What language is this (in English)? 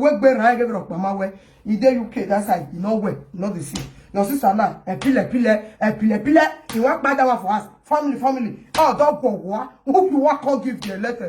Nigerian Pidgin